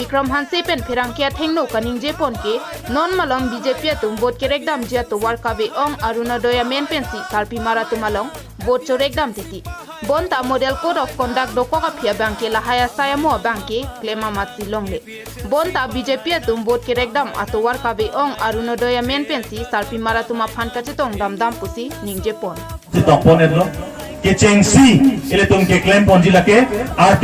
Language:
Karbi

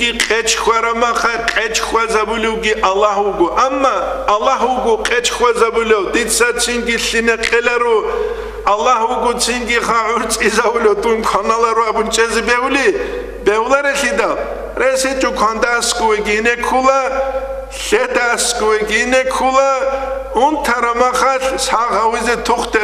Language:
Avaric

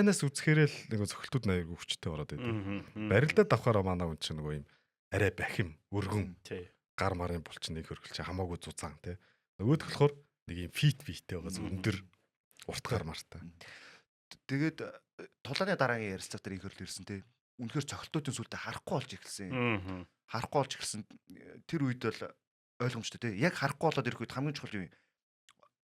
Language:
Mongolian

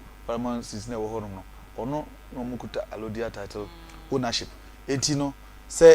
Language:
Akan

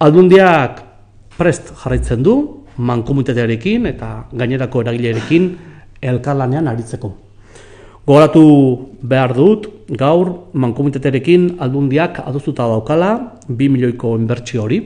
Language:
Basque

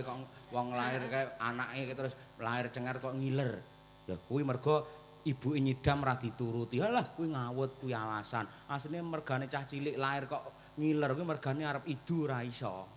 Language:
Javanese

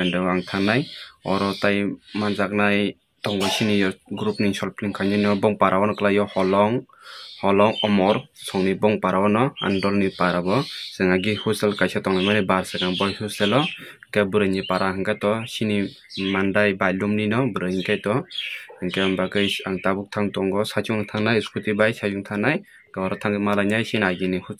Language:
Kok Borok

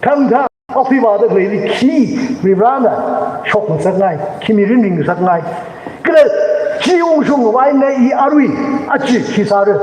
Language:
Tangkhul Naga (India)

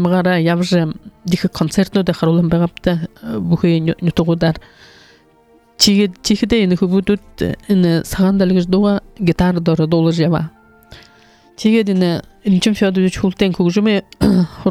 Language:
Buriat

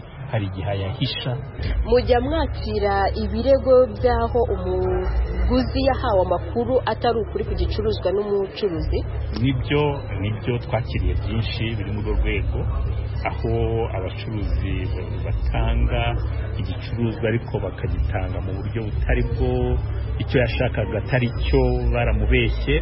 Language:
Kinyarwanda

